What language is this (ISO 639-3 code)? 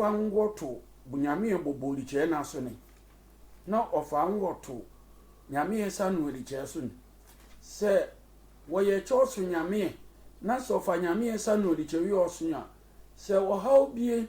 sfw